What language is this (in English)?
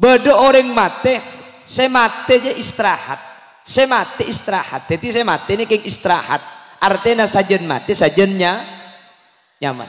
Madurese